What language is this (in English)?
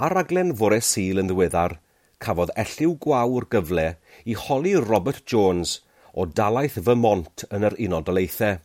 Welsh